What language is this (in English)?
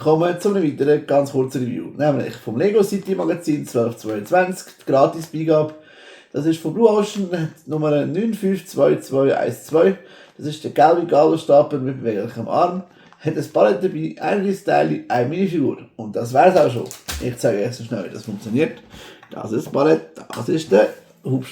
Swiss German